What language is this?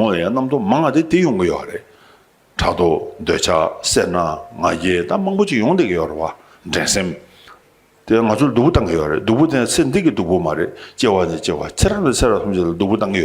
Tibetan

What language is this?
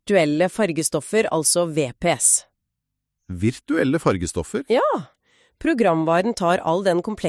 Norwegian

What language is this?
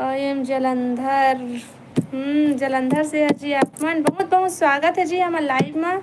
Chhattisgarhi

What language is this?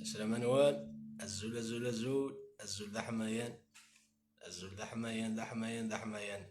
Kabyle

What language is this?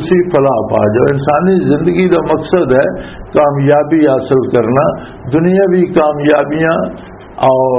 Western Panjabi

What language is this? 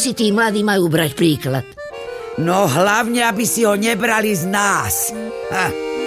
Slovak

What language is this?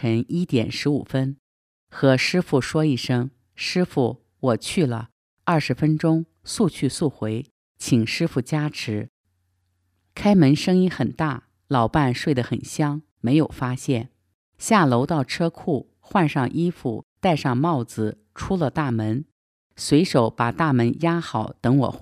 Chinese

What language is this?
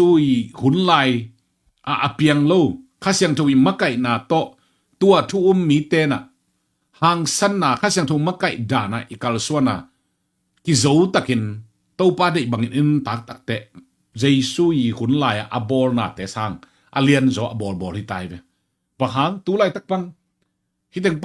Tedim Chin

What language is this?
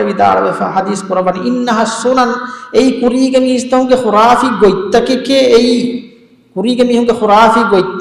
Divehi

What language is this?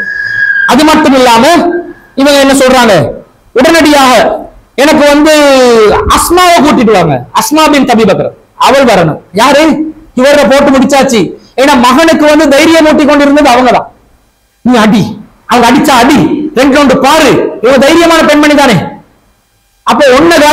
Tamil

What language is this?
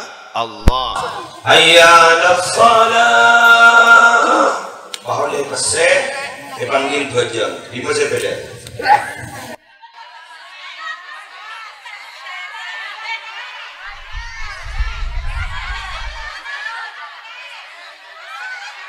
Madurese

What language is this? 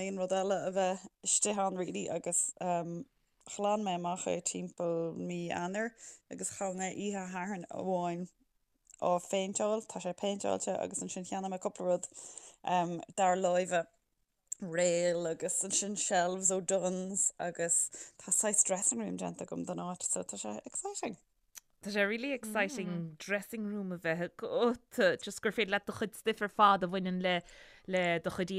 Irish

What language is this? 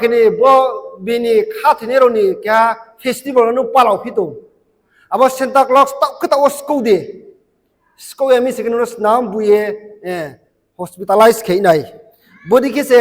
Riang (India)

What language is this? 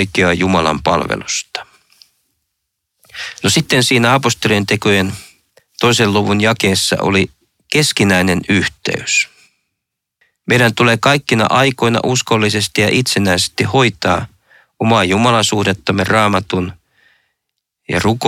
Finnish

